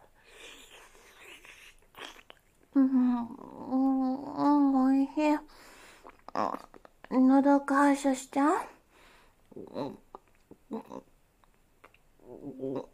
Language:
Japanese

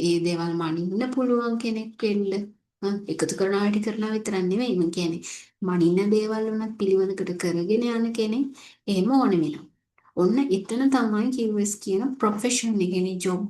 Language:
Sinhala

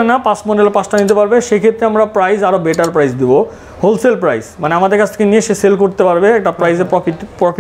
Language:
Bangla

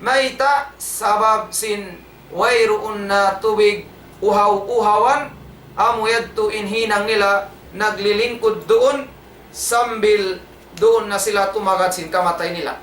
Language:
Tausug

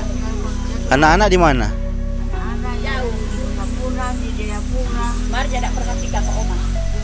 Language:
Manado Malay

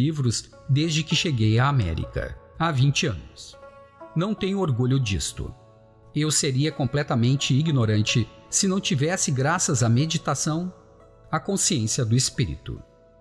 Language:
Portuguese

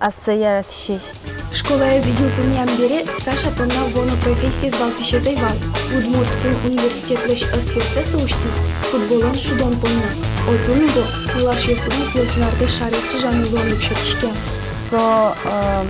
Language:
Udmurt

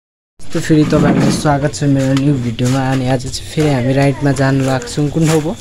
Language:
Nepali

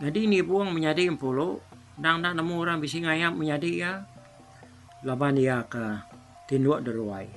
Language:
Iban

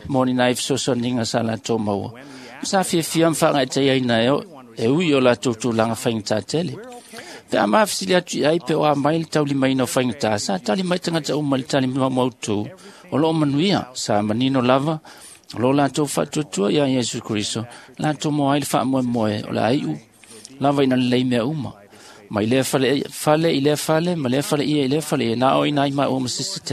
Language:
Samoan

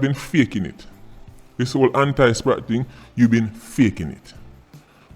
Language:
Jamaican Creole English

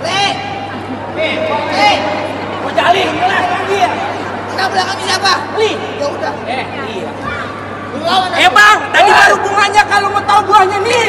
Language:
Betawi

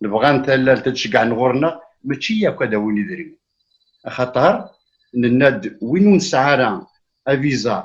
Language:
Kabyle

